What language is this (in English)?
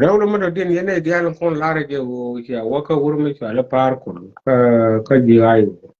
Nuer